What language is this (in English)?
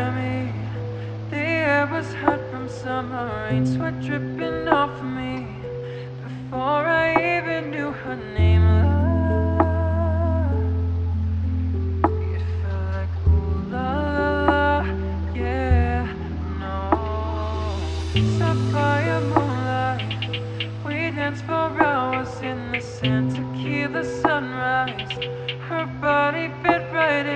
English